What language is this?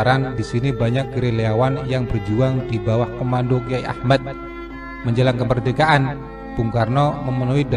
Indonesian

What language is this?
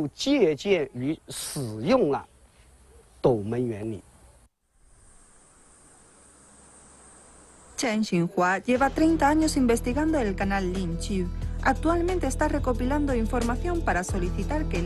Spanish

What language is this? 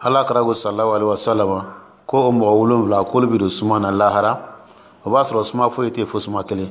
Dyula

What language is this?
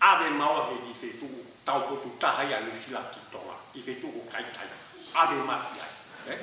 Tongan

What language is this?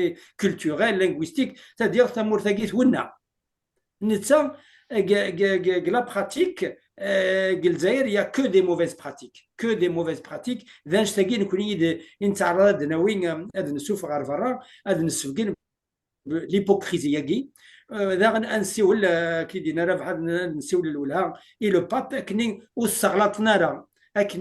Kabyle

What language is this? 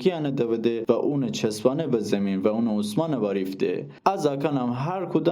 Gilaki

